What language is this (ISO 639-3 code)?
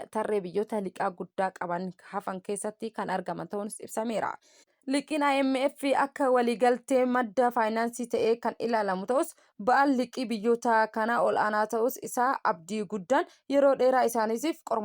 orm